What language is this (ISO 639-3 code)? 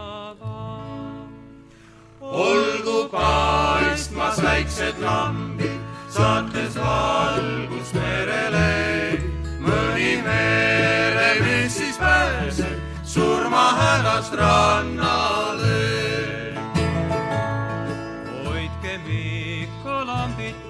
est